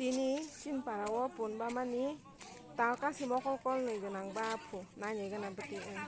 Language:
Kok Borok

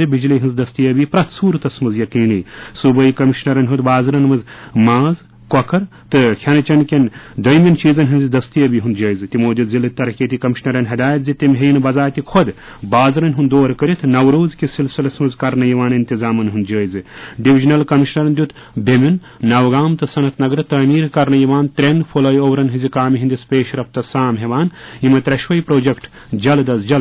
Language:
Kashmiri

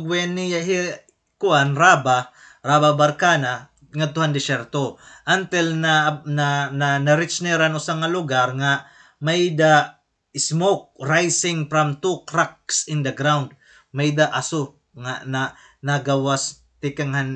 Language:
Waray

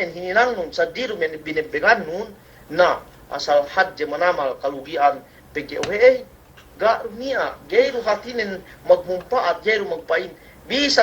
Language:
Yakan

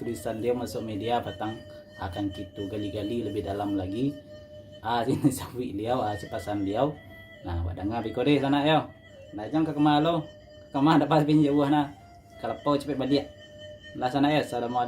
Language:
Minangkabau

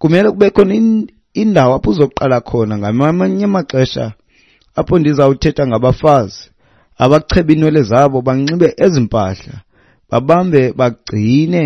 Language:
Xhosa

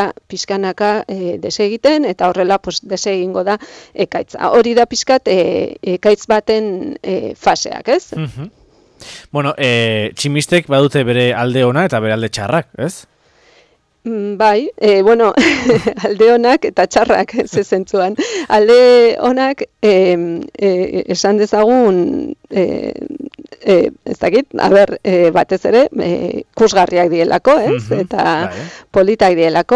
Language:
Basque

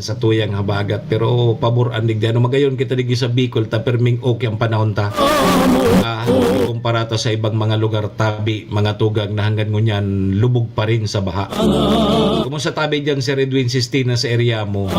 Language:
Bikol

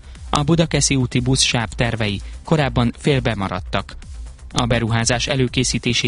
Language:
Hungarian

